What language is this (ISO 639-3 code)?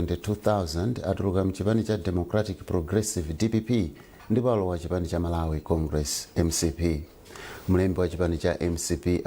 nya